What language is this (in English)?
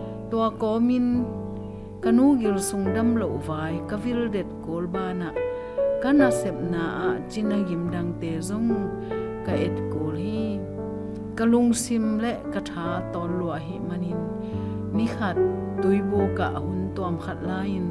Tedim Chin